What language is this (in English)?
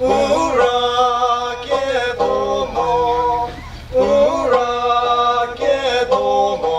Chokri Naga